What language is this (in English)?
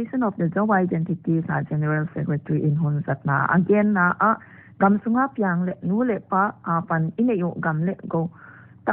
Paite Chin